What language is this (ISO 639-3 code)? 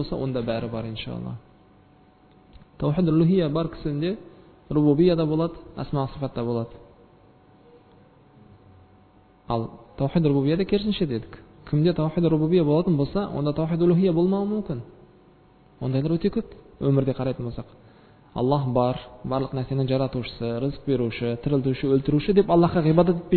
kaz